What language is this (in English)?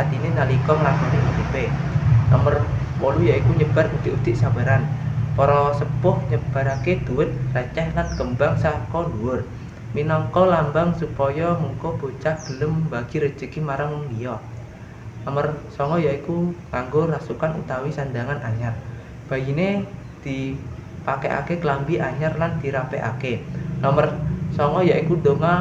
Javanese